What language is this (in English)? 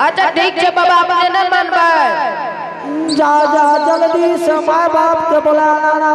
Angika